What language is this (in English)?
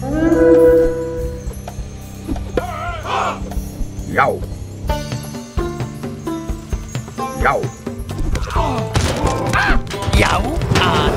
Icelandic